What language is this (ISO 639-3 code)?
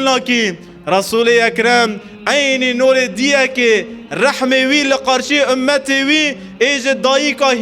kur